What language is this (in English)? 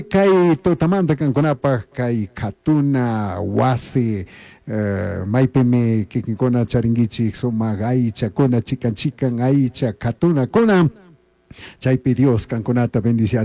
Chimborazo Highland Quichua